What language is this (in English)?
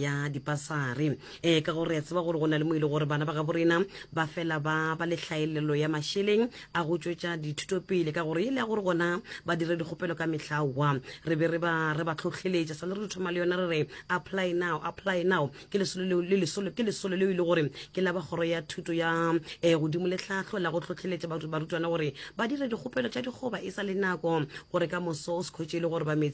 Northern Sotho